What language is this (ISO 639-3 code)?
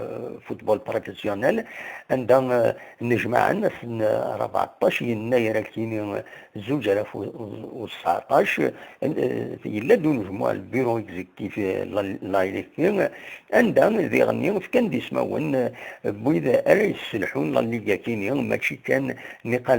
kab